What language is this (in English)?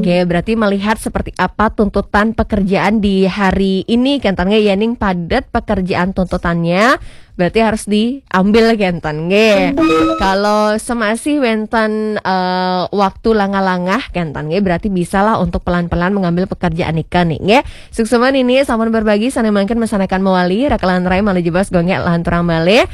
Balinese